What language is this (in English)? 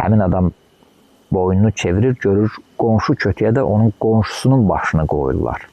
Azerbaijani